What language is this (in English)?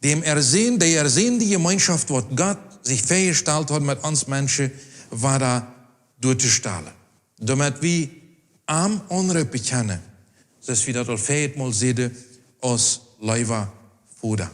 Plautdietsch